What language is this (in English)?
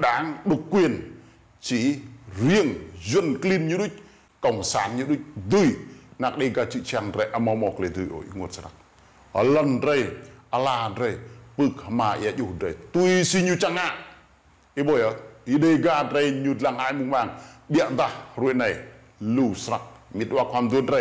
Rade